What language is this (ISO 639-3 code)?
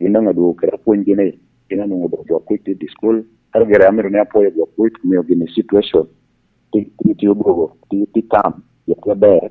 laj